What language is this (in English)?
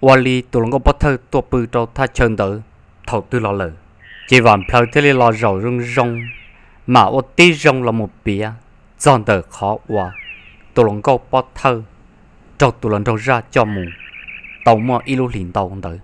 Hmong